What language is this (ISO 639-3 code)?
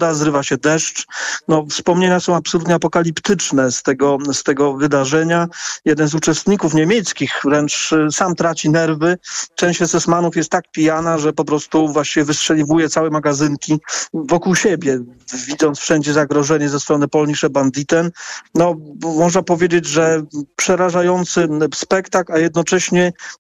pol